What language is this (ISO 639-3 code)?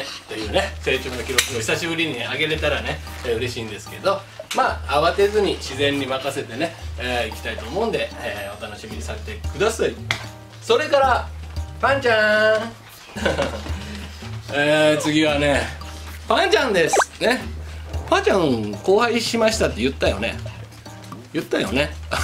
jpn